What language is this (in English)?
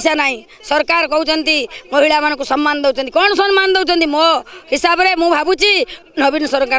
Odia